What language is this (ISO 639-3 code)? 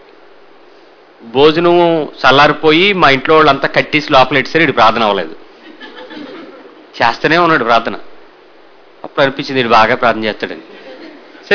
tel